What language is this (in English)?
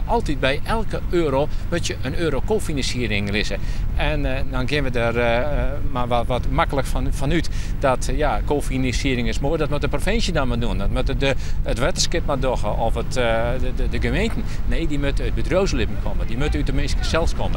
Western Frisian